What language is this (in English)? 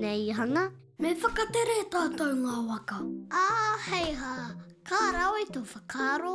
Māori